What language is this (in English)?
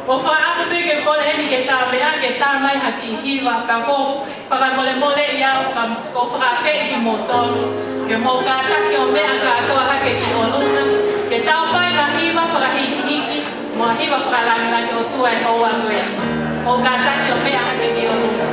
Tongan